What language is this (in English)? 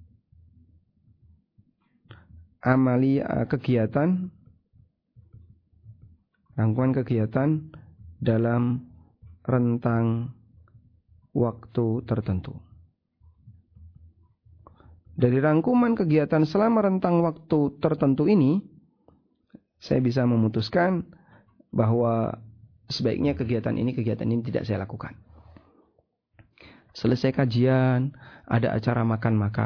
Indonesian